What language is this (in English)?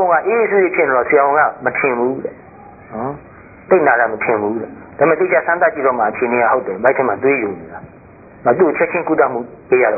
Burmese